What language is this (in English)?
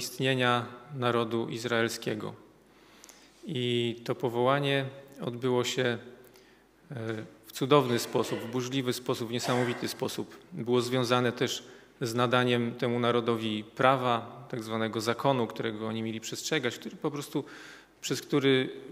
Polish